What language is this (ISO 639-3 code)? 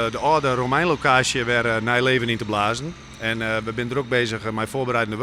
fry